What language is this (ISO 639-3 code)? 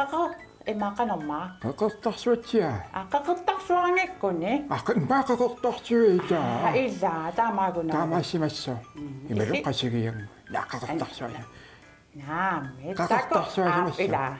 kal